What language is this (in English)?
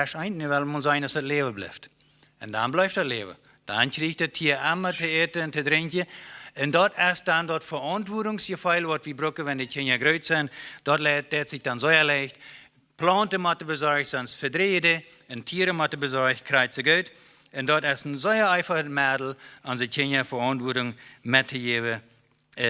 Plautdietsch